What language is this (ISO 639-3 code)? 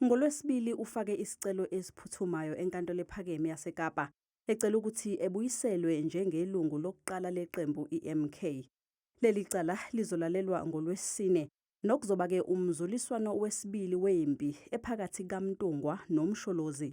zul